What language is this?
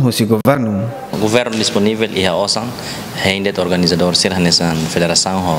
Tetum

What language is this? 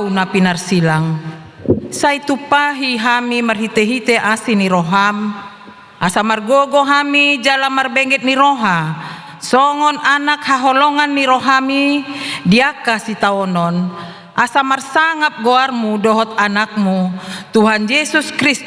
Batak Toba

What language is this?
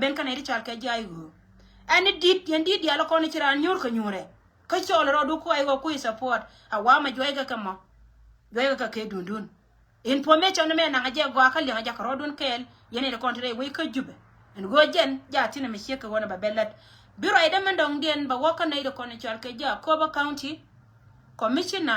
Nuer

